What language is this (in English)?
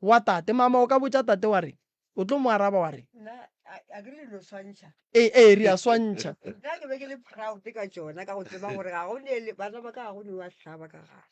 Northern Sotho